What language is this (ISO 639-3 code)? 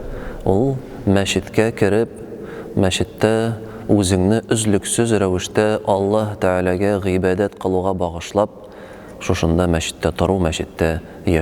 tat